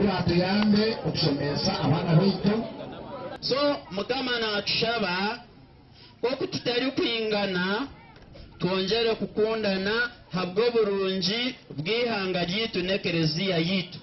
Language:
Nyankole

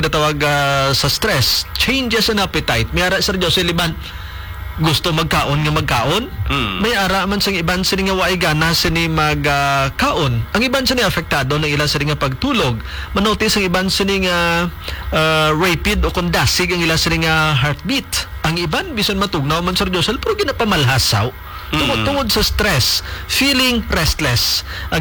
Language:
Hiligaynon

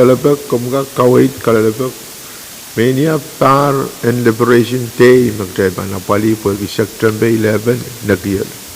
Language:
Pohnpeian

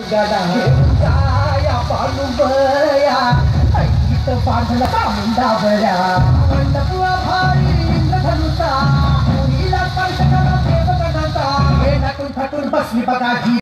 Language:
Marathi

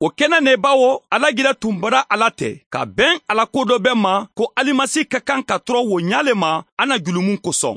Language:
Mandingo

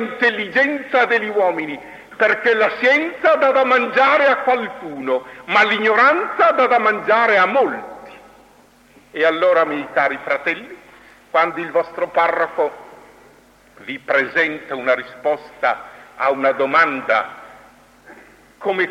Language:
Italian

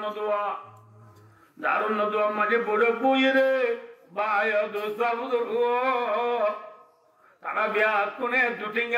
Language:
Rohingya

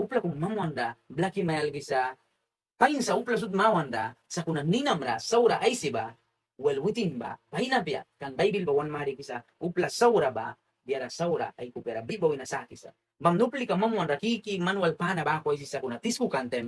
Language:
Mískito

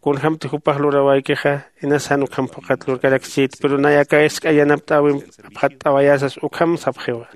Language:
Aymara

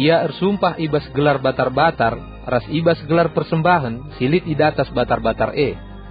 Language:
Batak Karo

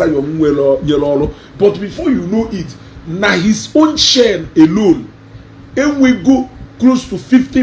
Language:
Igbo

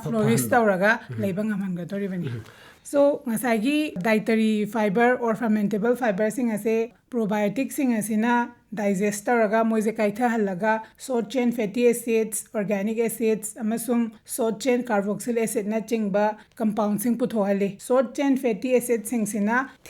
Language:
Manipuri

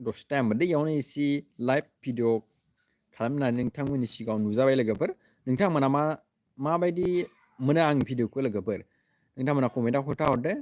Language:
Bodo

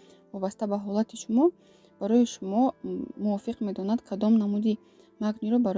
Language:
Tajik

